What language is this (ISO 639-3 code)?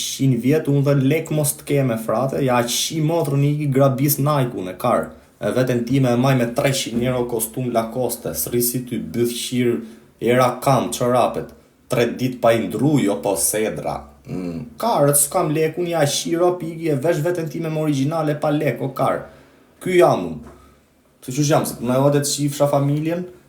sqi